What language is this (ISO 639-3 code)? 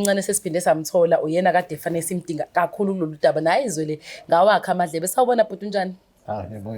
zul